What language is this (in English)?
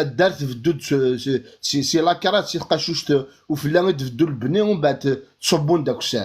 Kabyle